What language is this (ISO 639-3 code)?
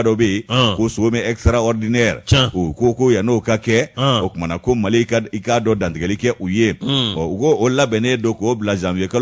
bam